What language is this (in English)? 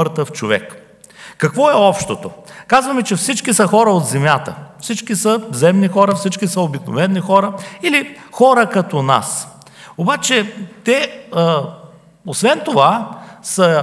Bulgarian